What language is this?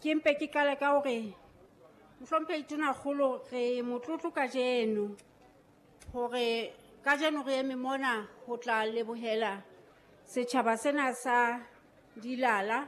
Southern Sotho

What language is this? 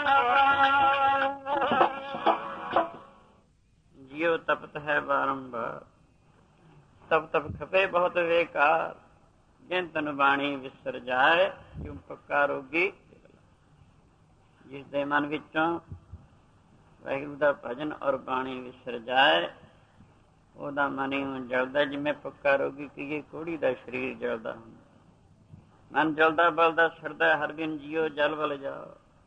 Punjabi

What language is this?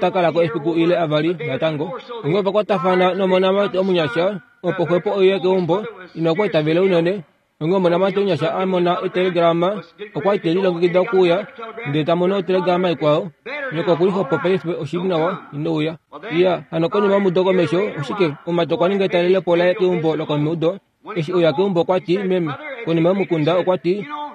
Kuanyama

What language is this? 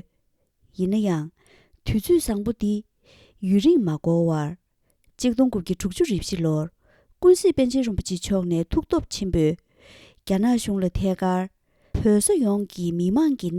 Tibetan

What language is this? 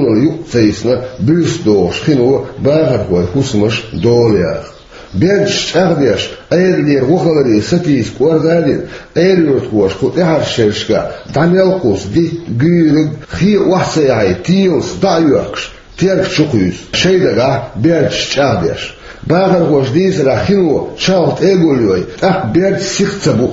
Chechen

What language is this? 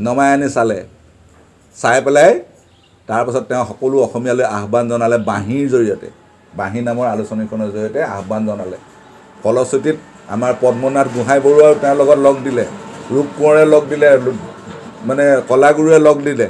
Assamese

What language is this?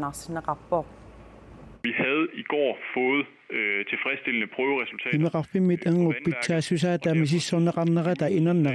Kalaallisut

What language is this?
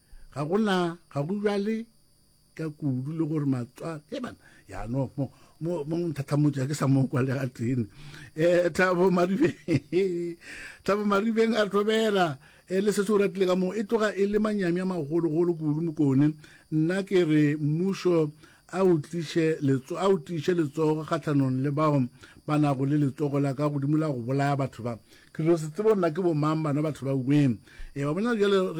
Northern Sotho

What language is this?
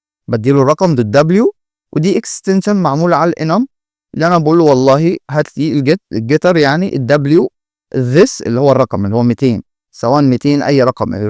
Egyptian Arabic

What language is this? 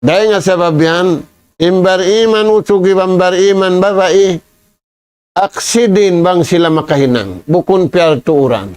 Tausug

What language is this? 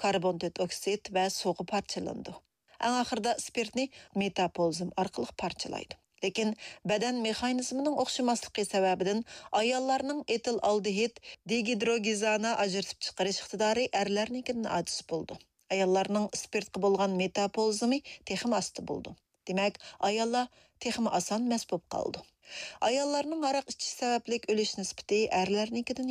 Uyghur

